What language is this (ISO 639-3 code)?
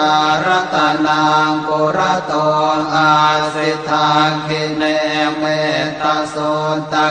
pli